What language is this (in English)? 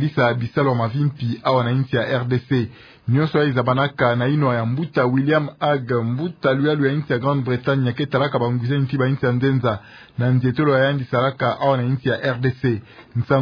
Kituba (Democratic Republic of Congo)